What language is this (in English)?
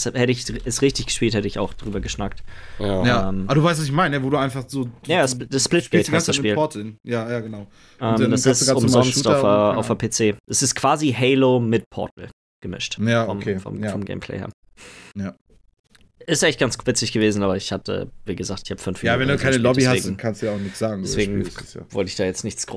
German